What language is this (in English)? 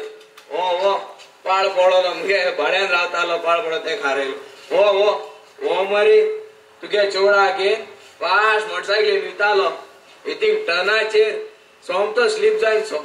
Konkani